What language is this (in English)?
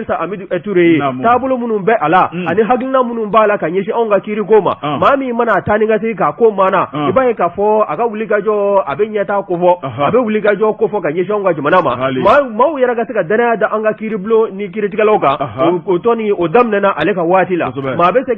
Bambara